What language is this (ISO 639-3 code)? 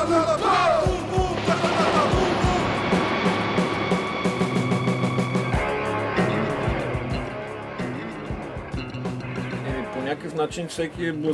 bul